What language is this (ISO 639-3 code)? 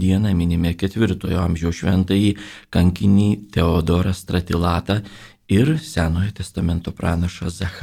lit